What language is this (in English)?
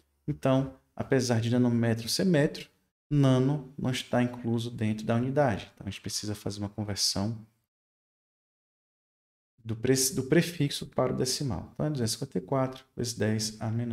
Portuguese